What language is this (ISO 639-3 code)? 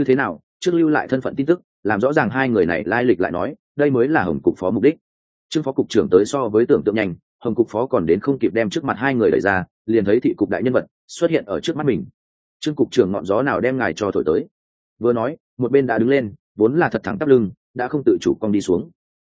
vie